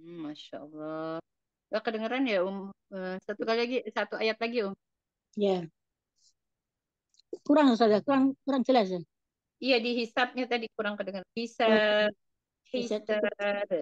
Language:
Indonesian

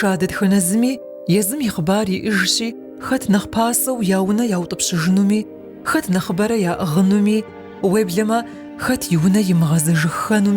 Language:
Kabardian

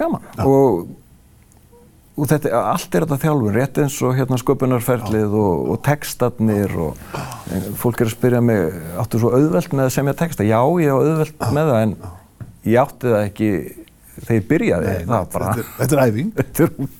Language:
Icelandic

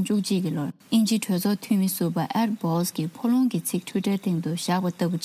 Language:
Tibetan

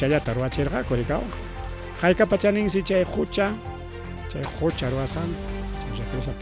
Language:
Ayacucho Quechua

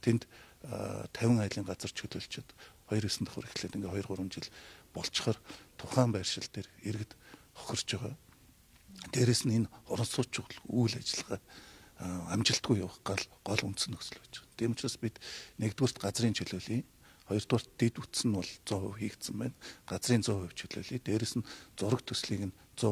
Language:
Mongolian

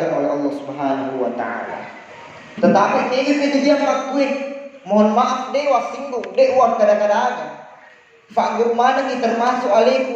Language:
Buginese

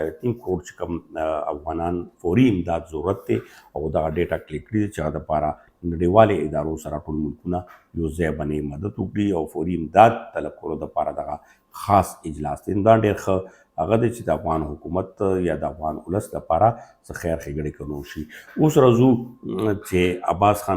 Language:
Pashto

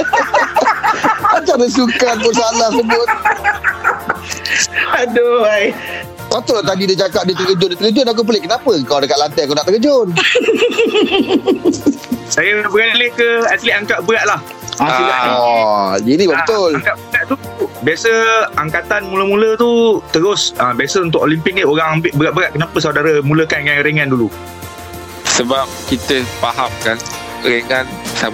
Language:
Malay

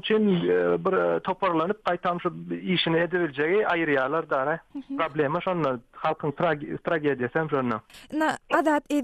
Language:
Turkmen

